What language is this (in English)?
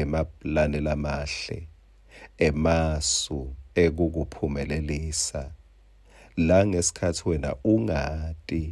Swati